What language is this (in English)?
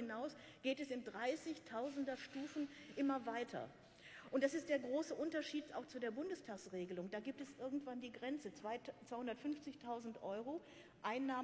German